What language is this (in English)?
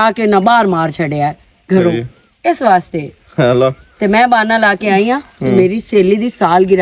Western Panjabi